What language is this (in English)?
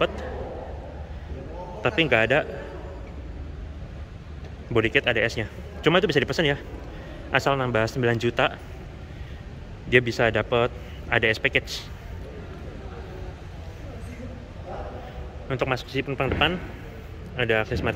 Indonesian